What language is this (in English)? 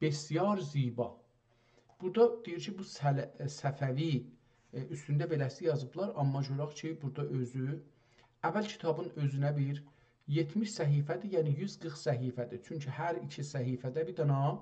South Azerbaijani